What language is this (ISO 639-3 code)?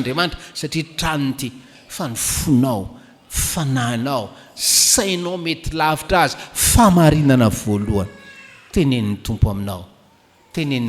mlg